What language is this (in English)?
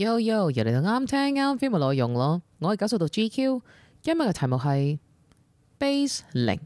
Cantonese